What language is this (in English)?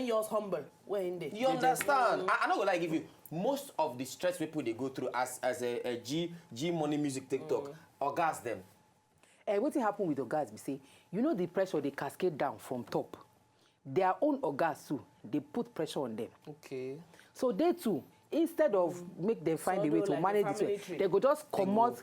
Nigerian Pidgin